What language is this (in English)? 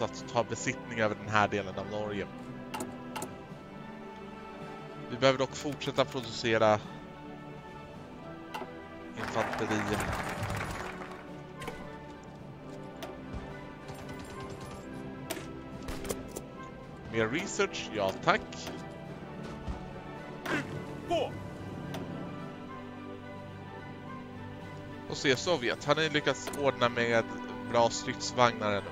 Swedish